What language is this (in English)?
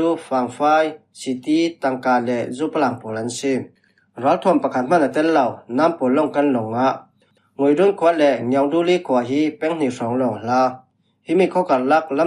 Falam Chin